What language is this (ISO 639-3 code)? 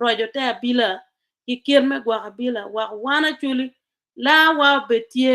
ach